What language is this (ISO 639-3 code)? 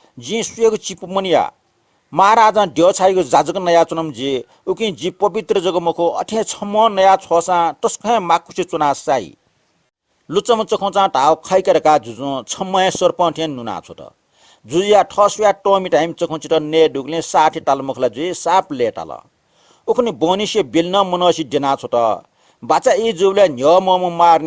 new